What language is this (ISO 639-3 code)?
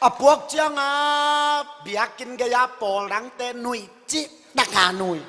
ctd